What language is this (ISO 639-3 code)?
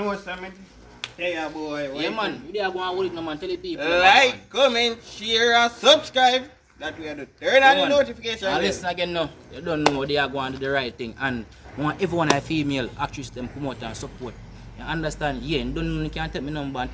jam